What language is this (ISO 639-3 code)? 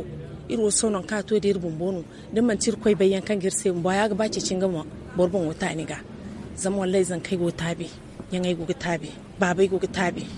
dje